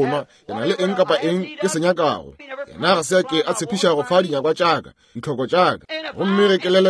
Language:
Northern Sotho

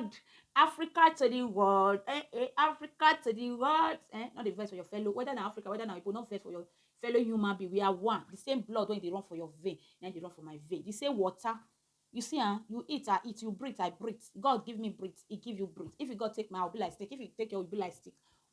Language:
Nigerian Pidgin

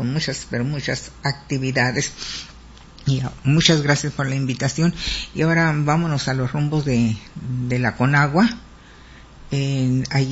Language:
Spanish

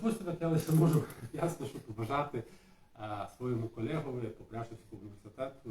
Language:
Rusyn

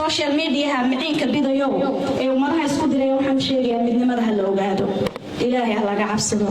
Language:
Somali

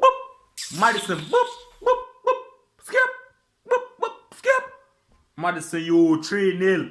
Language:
Jamaican Creole English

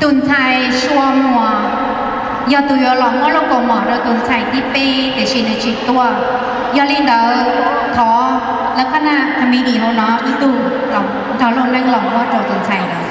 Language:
Hmong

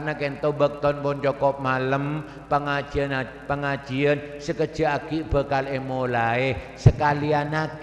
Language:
Madurese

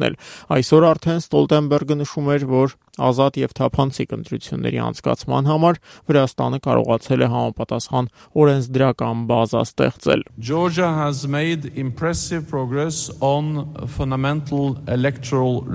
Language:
Armenian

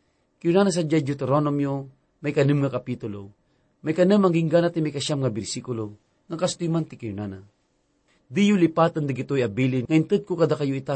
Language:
Iloko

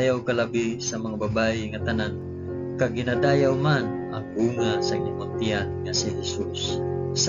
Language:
Hiligaynon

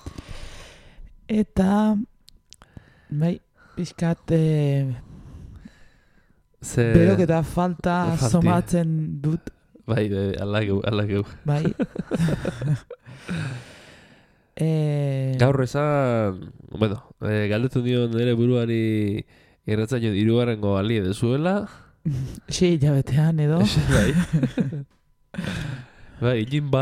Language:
Basque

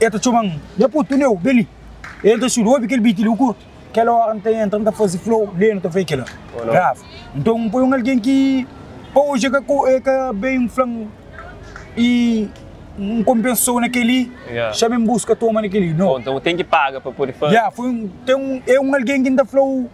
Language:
Kabuverdianu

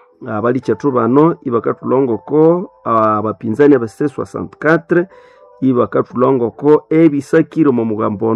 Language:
Nande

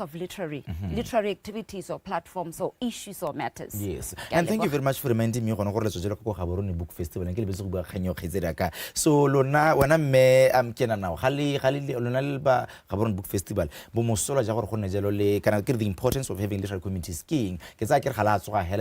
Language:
Tswana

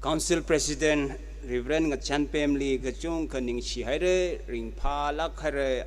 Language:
Tangkhul Naga (India)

